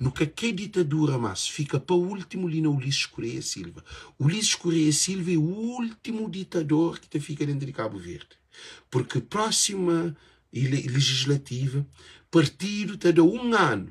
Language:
Kabuverdianu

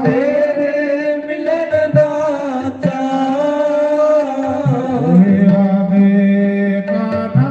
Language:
Dogri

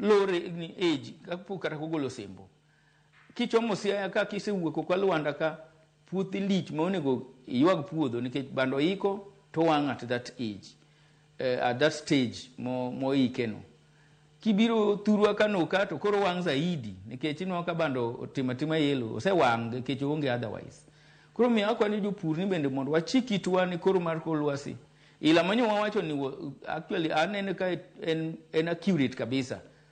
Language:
Luo (Kenya and Tanzania)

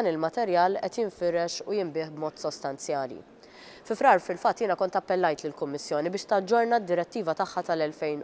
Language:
Maltese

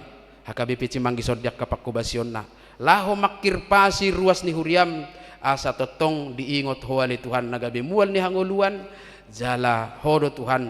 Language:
Batak Toba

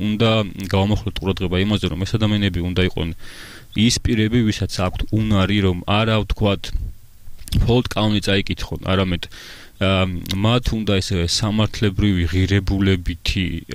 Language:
Georgian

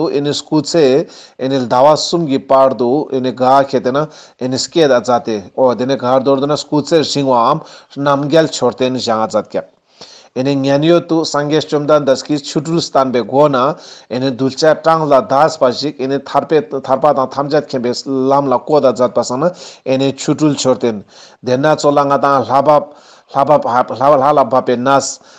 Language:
Ladakhi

